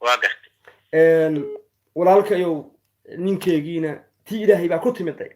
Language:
Somali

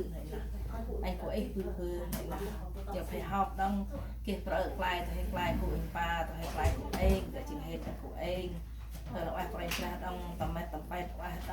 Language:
Central Mnong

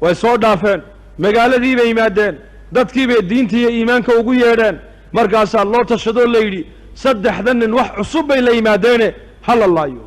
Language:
Somali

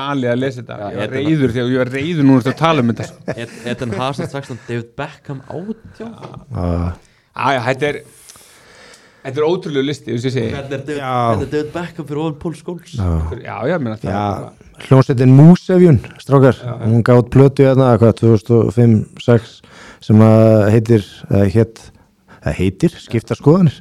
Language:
Icelandic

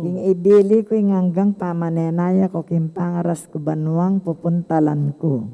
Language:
Pampanga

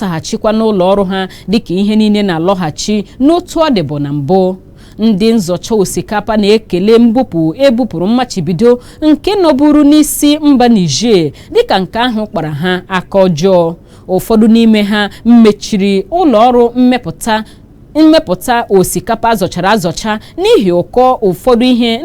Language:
Igbo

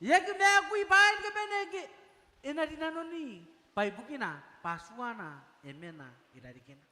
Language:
Gilbertese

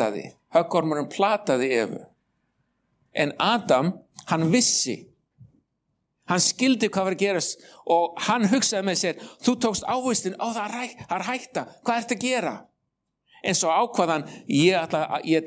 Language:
Icelandic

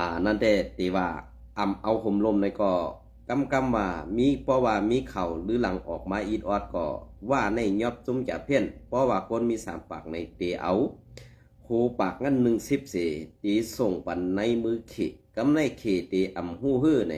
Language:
Shan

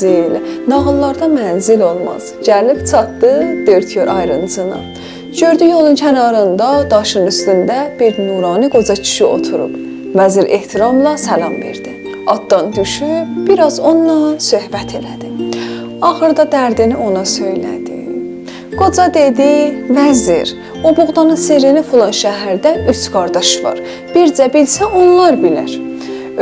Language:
South Azerbaijani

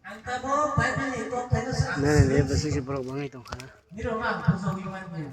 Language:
Kok Borok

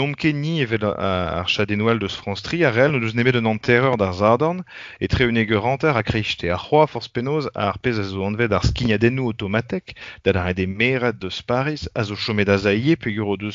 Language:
Breton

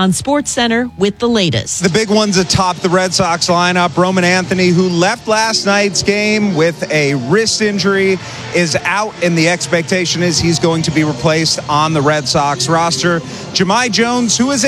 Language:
English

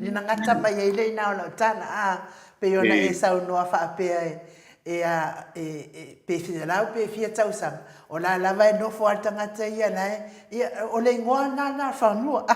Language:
Samoan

